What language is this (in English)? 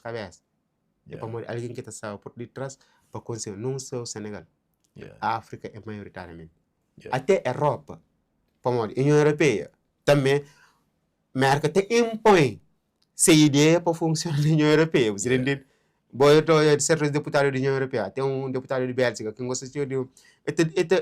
Kabuverdianu